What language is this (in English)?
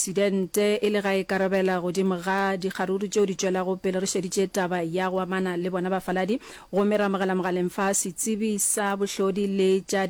Northern Sotho